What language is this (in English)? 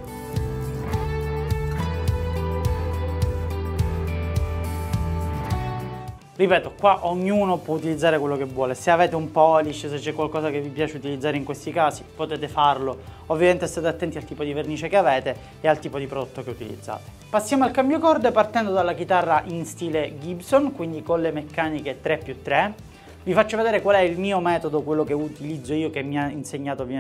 Italian